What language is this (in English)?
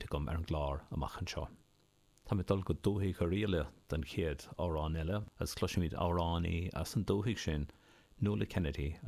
Irish